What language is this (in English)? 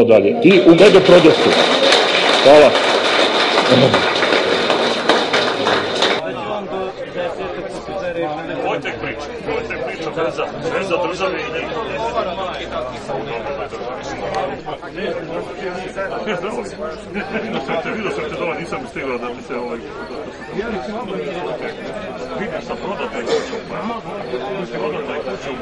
Serbian